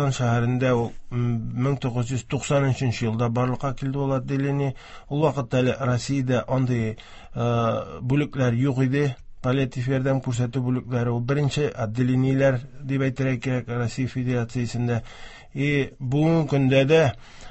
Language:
Tatar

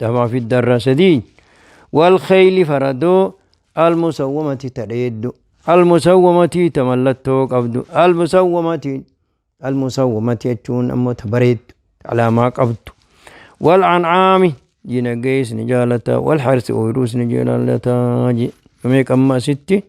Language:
Oromo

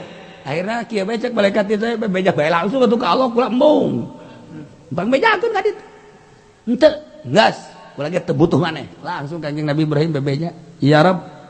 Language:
Sundanese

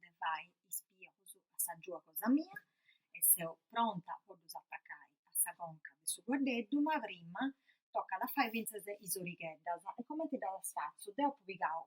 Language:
Sardinian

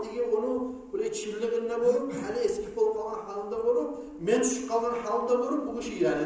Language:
Kumyk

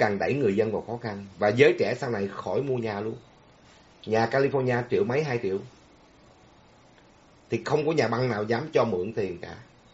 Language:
Vietnamese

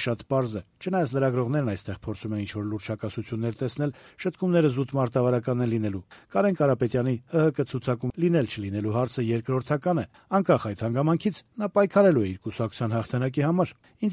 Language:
Armenian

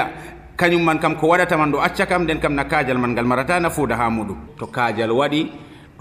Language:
Nigerian Fulfulde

